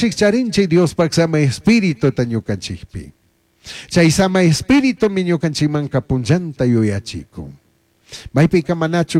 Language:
Chimborazo Highland Quichua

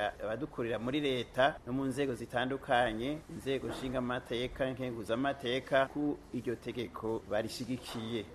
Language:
Rundi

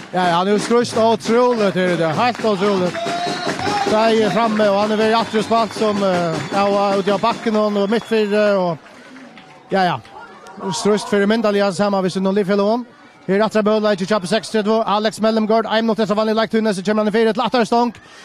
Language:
Faroese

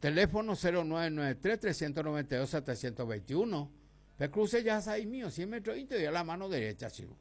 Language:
Guarani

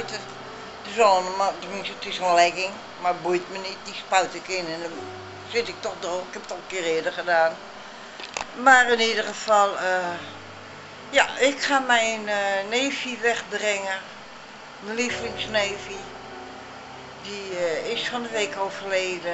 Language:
Dutch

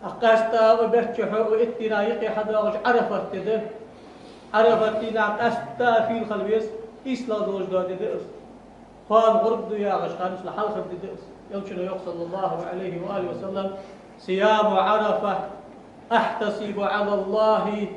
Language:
Ingush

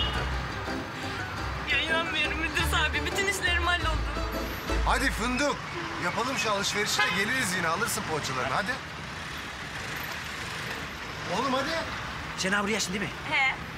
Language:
Turkish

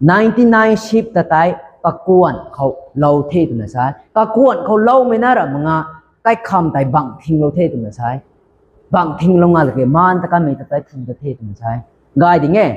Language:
Rongmei Naga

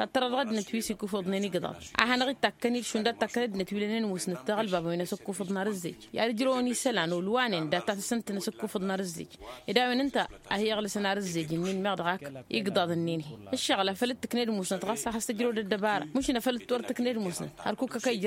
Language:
Tamasheq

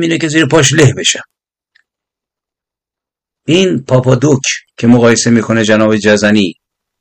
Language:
Persian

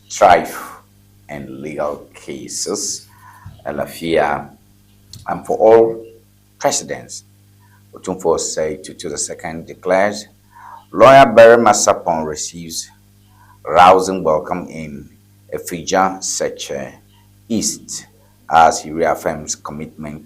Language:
Ewe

